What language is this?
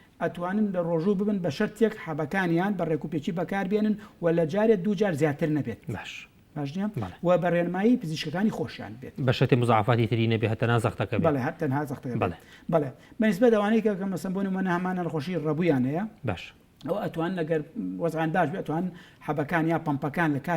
Central Kurdish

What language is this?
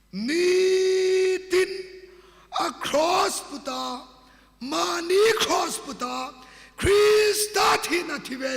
Hmar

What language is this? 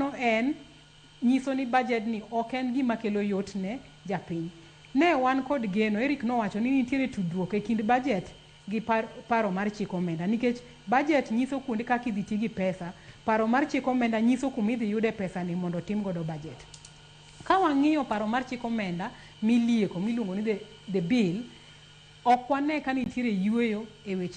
Luo (Kenya and Tanzania)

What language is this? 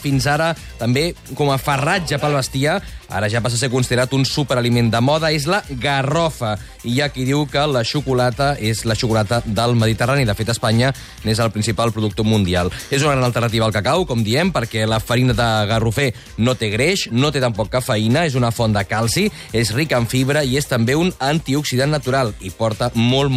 Catalan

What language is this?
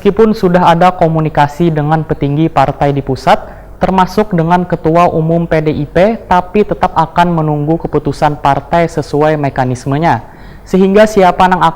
Banjar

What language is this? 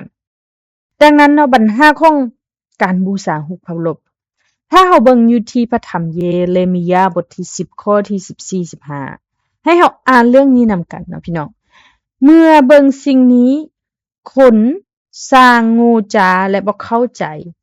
Lao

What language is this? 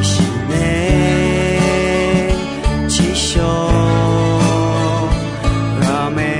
Akha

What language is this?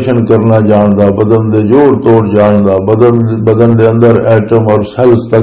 Western Panjabi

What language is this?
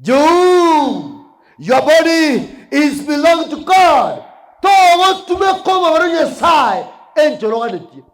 Gusii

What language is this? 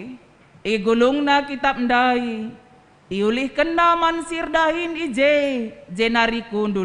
Batak Karo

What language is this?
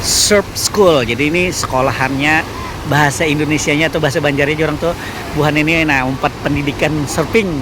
Banjar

